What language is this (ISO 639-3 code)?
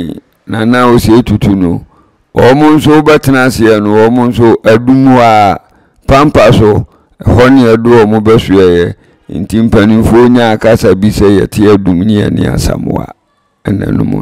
aka